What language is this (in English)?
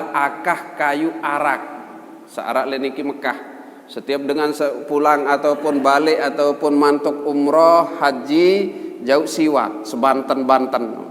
Sasak